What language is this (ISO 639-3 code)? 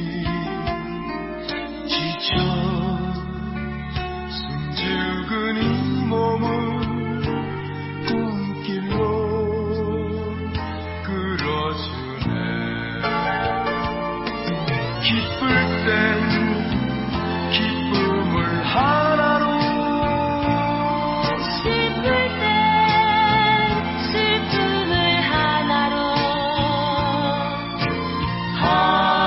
kor